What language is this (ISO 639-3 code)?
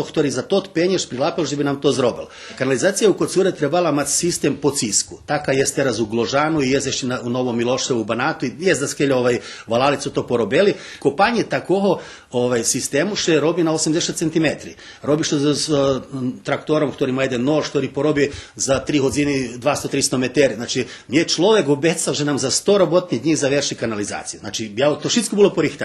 rue